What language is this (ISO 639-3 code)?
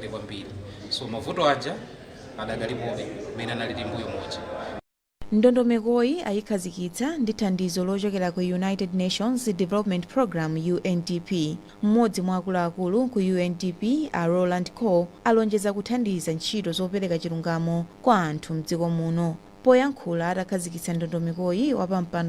nya